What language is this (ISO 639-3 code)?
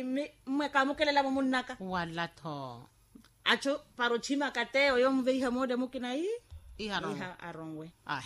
vmw